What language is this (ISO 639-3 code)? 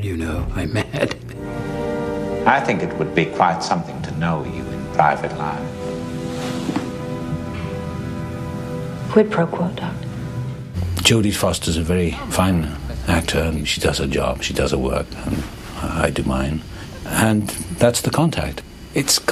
eng